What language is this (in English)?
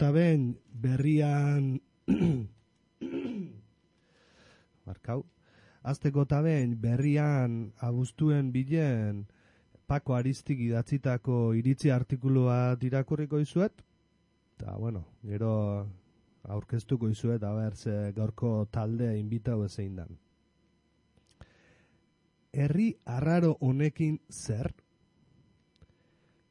Basque